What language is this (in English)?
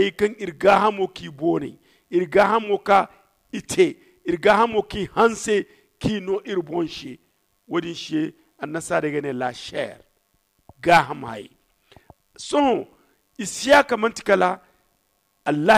Zarma